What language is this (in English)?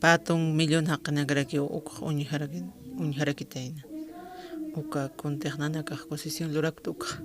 Aymara